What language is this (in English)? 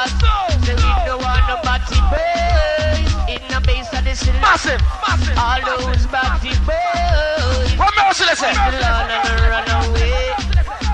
Jamaican Creole English